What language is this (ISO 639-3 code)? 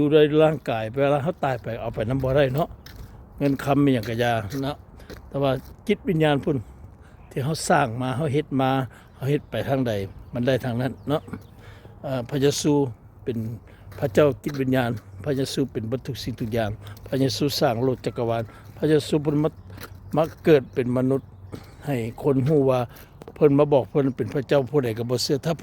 lao